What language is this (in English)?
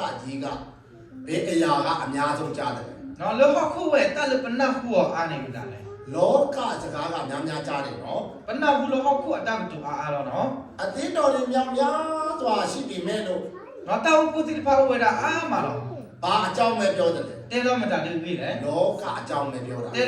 S'gaw Karen